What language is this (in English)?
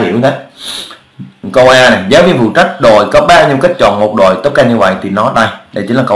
Vietnamese